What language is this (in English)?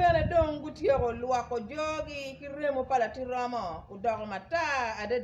Acoli